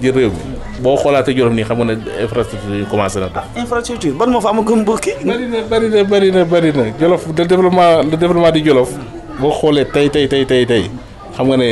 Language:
Wolof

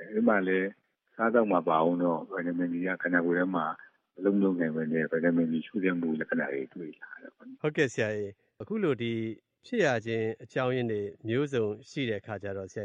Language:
Burmese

